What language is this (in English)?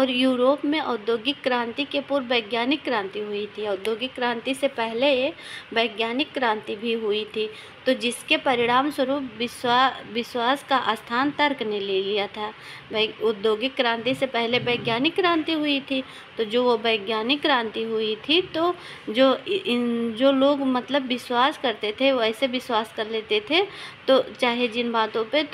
Hindi